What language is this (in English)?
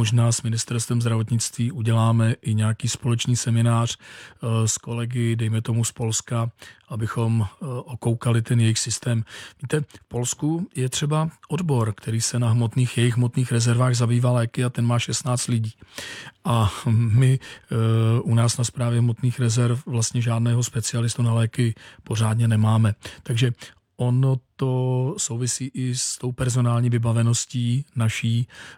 Czech